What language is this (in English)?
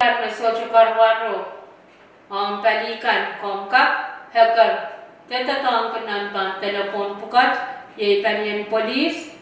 Pohnpeian